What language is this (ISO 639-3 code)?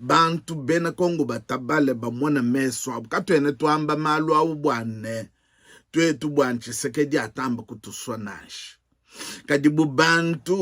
lua